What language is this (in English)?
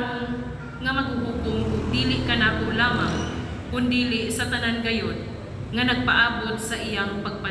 Cebuano